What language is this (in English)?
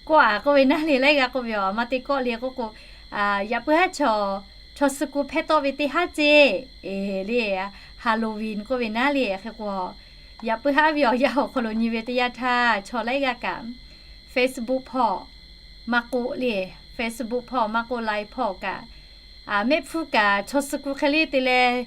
Lahu